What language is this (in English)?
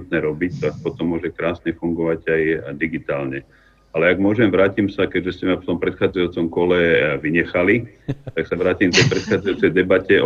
Slovak